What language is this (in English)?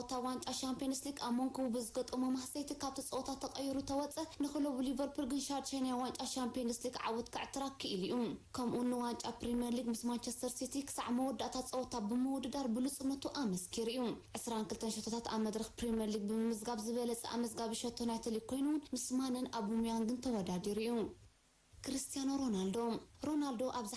Tigrinya